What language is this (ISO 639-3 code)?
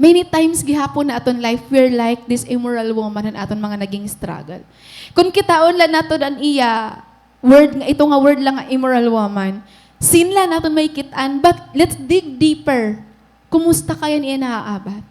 war